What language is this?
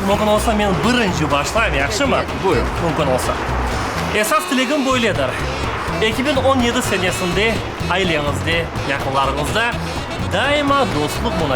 Crimean Tatar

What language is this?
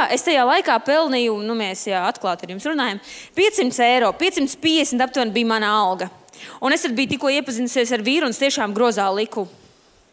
Latvian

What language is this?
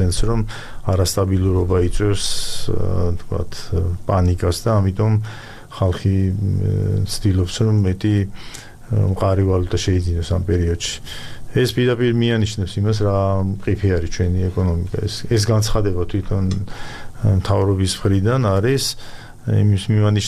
Georgian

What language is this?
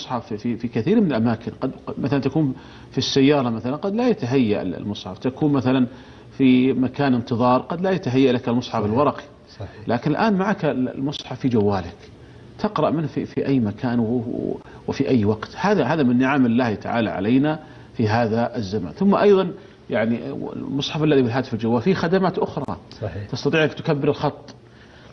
Arabic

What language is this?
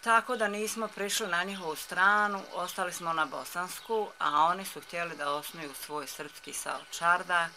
Bosnian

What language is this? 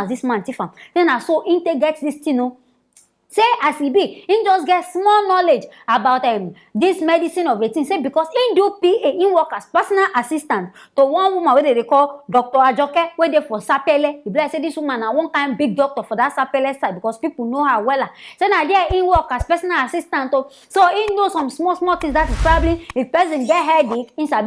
Nigerian Pidgin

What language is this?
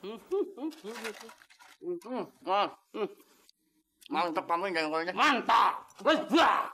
Betawi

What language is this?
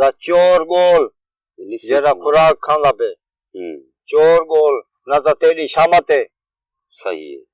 Saraiki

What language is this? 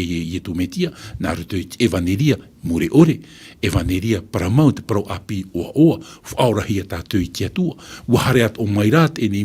Tahitian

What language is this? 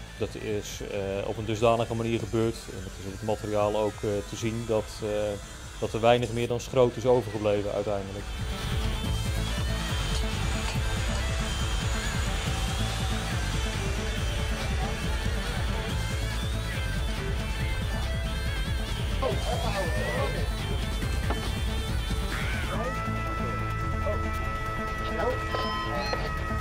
Dutch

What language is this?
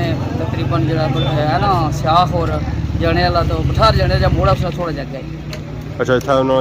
Pahari-Potwari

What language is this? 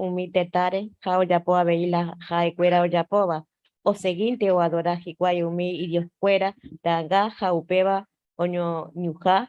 Guarani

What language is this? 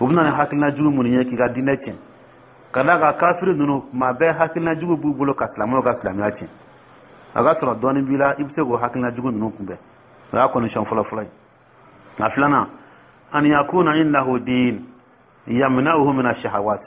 Dyula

